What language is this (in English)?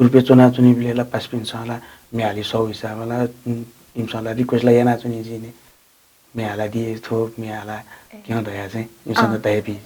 Newari